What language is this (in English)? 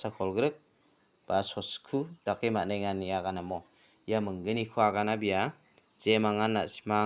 Garo